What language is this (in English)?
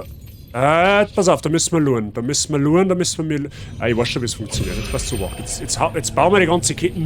Bavarian